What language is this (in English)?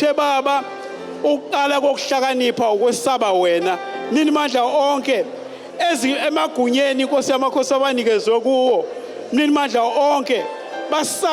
Zulu